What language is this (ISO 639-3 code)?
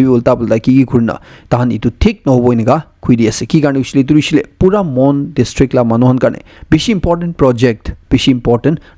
nag